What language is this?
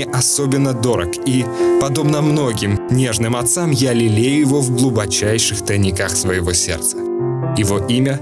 Russian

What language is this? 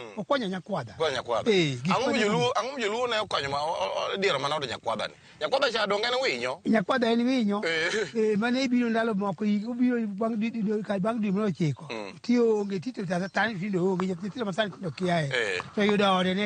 Luo (Kenya and Tanzania)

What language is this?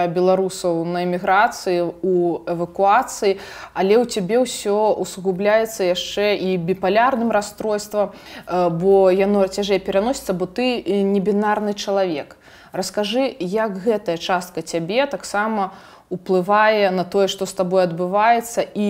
Belarusian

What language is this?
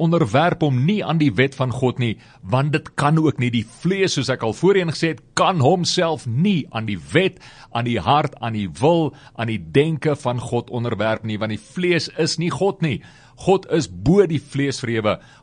Afrikaans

